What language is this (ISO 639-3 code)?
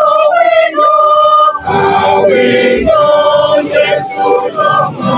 ach